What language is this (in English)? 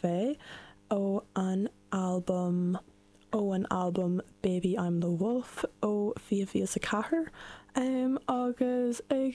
Irish